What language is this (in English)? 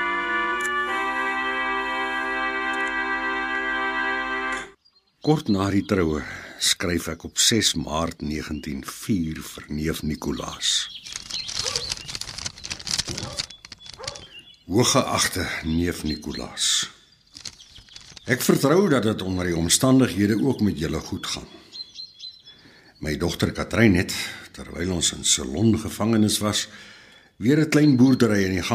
Afrikaans